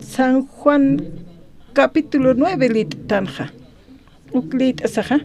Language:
Aymara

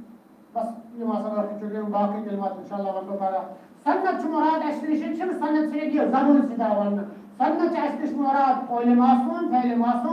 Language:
Kashmiri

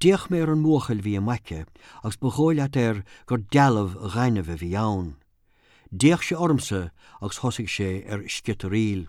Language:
Irish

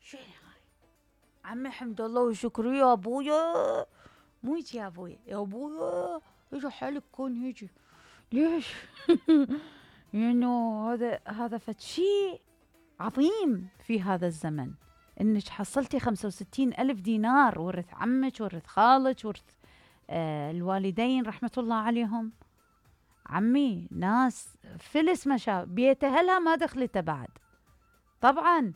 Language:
Mesopotamian Arabic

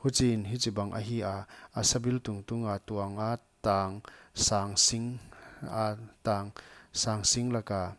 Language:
Paite Chin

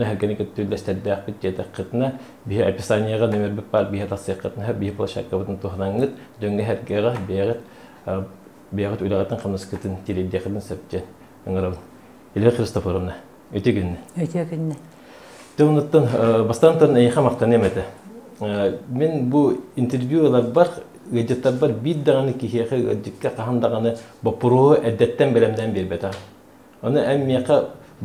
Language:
Yakut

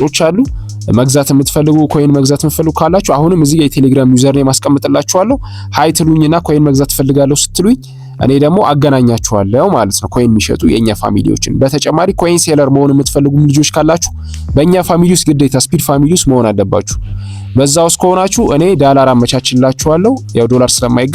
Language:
Amharic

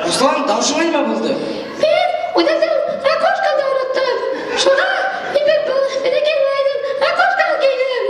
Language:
Bashkir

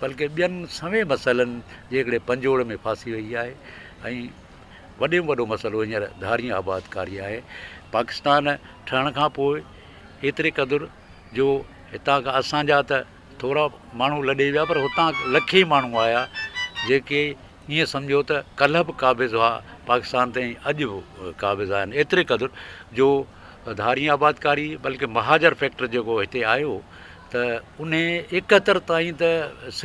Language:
Sindhi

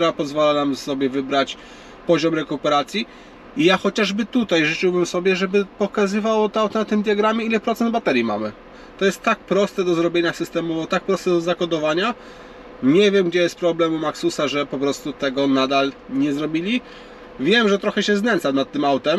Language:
Polish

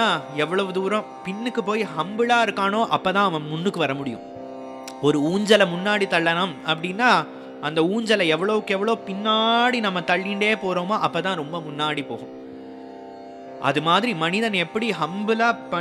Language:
Tamil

